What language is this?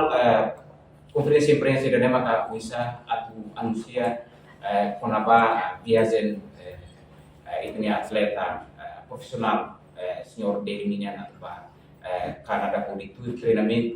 Tetum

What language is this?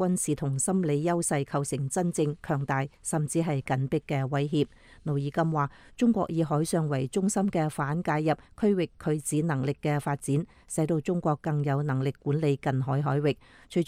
Cantonese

